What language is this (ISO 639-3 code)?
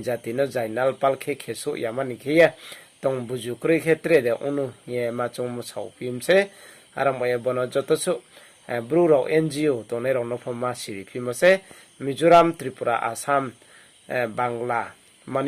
ria